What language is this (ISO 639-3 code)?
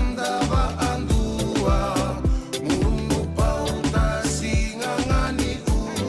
fij